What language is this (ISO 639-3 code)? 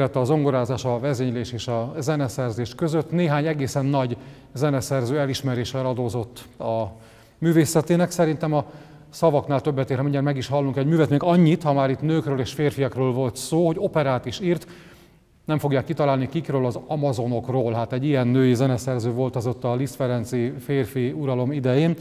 hun